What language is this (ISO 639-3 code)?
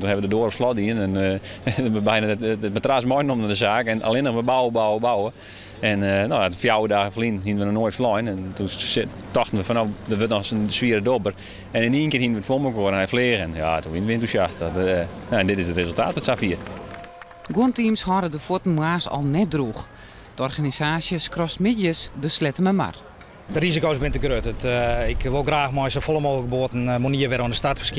fry